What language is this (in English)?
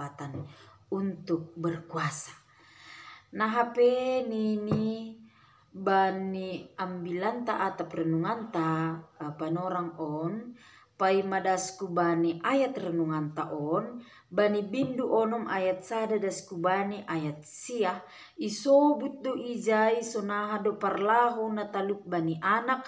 Batak Simalungun